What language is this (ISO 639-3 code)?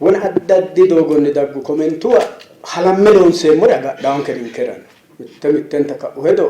sid